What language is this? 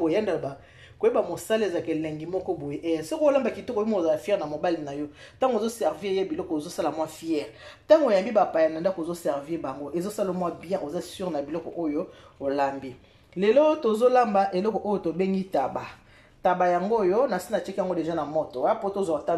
Lingala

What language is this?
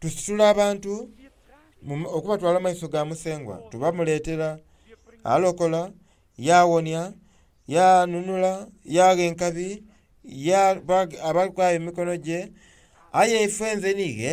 Soga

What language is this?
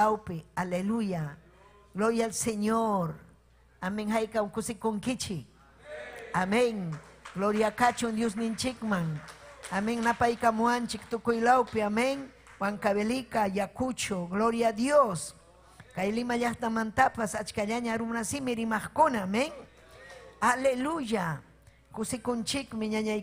Ayacucho Quechua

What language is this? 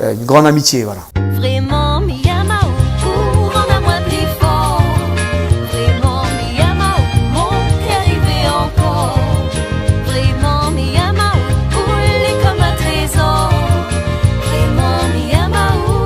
Réunion Creole French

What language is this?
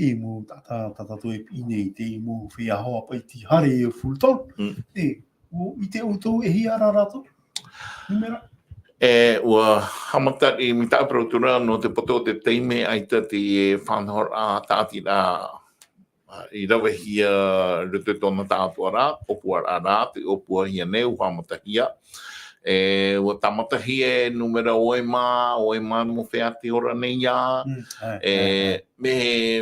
Tahitian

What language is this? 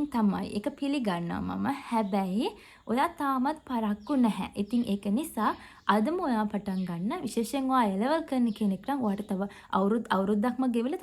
Sinhala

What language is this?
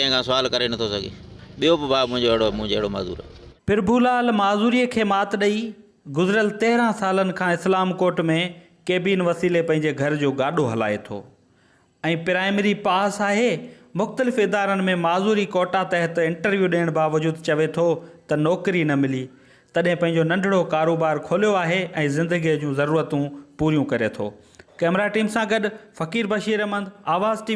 Sindhi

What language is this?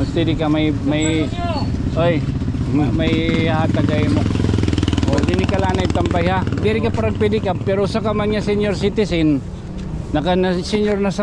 Waray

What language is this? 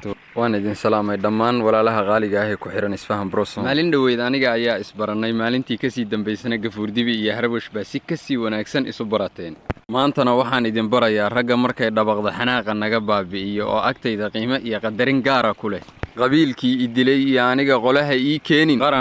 Somali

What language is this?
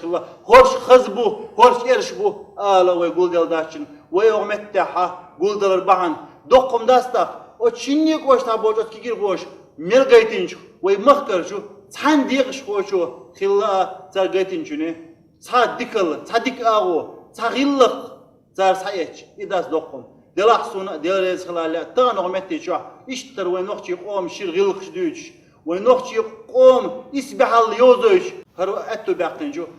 Chechen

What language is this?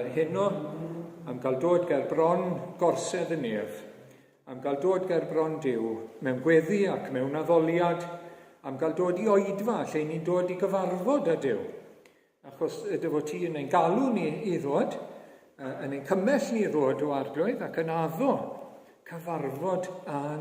Welsh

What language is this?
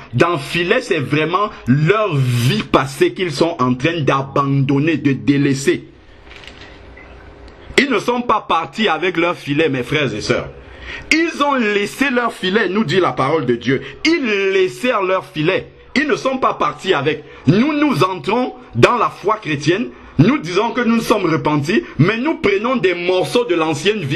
French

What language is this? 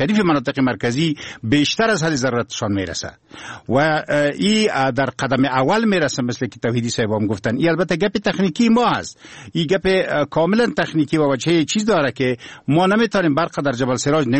Persian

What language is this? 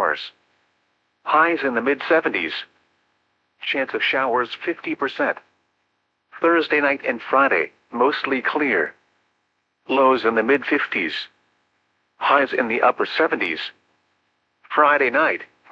English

